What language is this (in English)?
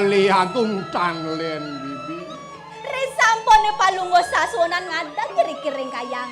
Balinese